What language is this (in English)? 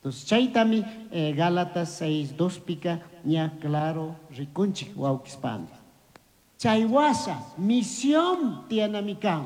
Chimborazo Highland Quichua